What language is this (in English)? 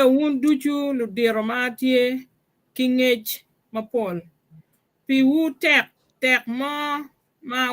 Acoli